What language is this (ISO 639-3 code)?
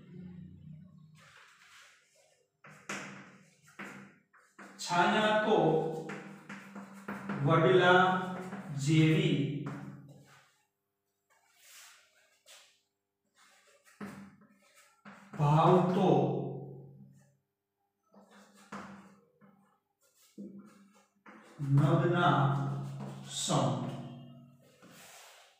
guj